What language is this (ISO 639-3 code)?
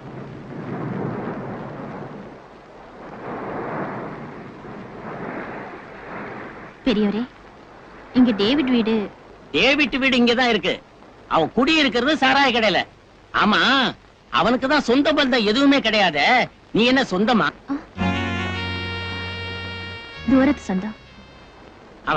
tam